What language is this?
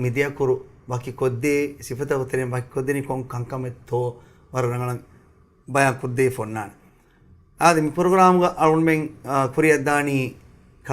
Divehi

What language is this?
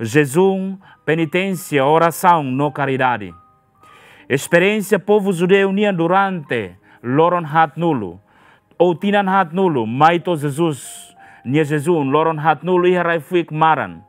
Tetum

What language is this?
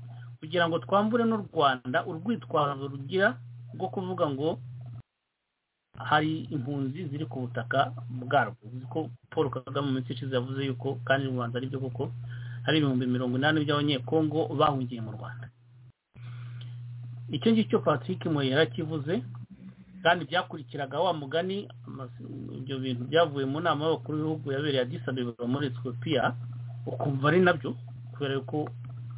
Kinyarwanda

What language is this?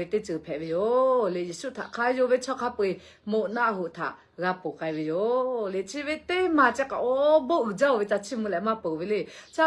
Lahu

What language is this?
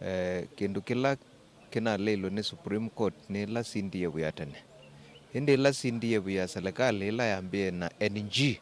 Kamba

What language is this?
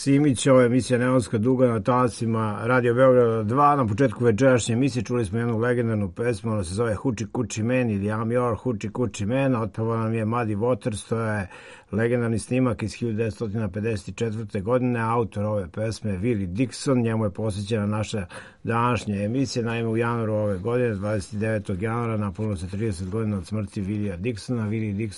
Serbian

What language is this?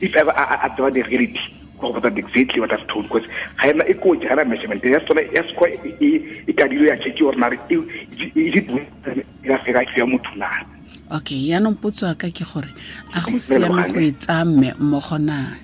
Tswana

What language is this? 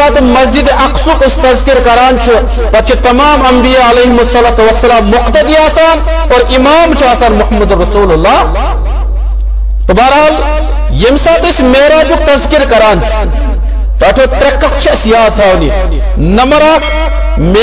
Kashmiri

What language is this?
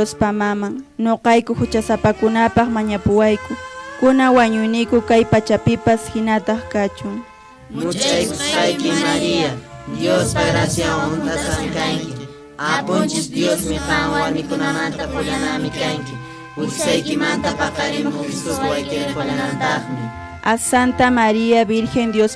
Quechua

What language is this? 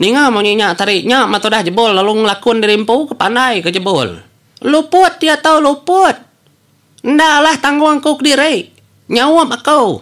Iban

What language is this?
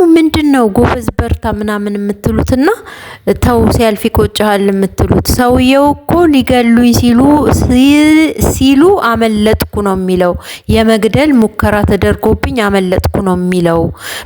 Amharic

